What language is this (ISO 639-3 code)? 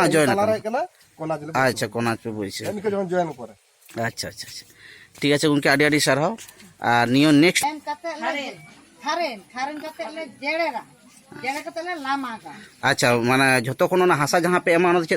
sat